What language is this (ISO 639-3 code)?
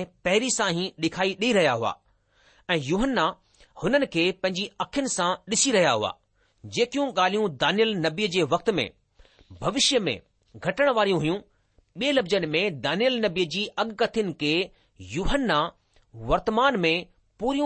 snd